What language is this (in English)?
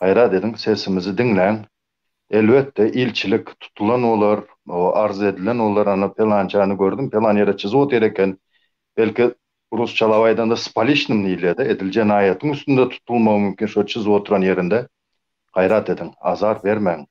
Turkmen